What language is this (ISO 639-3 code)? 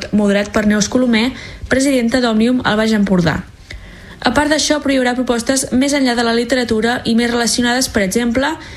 cat